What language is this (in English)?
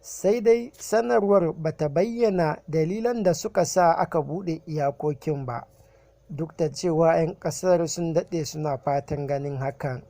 Hausa